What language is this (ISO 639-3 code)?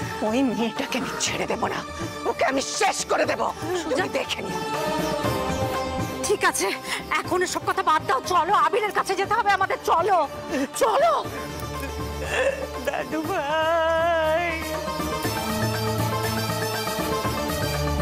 ben